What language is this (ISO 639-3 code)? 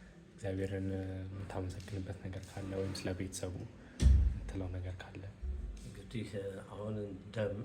amh